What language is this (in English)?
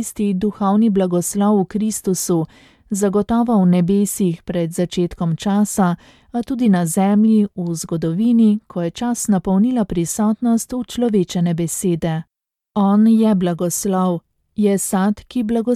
Slovenian